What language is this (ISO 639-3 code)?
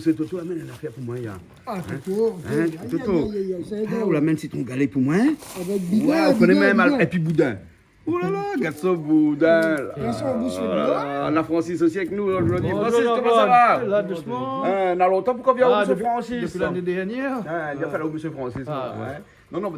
rcf